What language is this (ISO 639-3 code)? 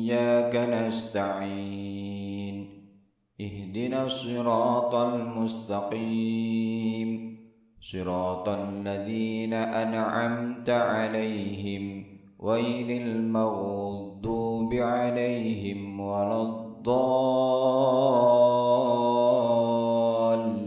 ara